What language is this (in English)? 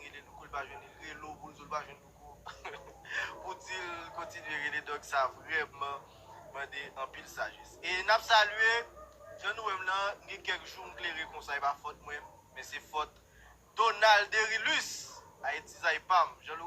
Haitian Creole